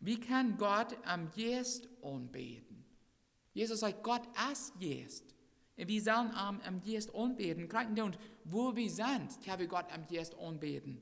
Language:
Plautdietsch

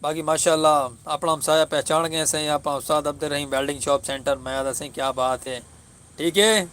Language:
Saraiki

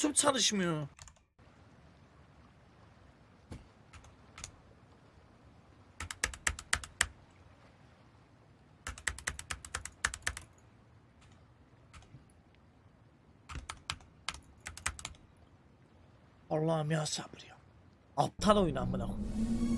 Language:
Turkish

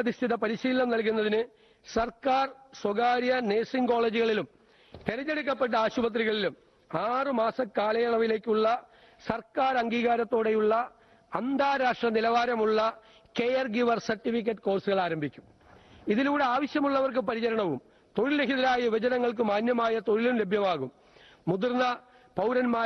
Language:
Malayalam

